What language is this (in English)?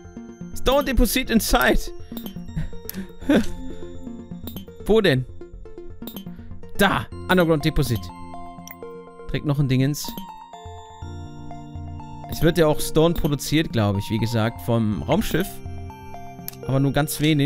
German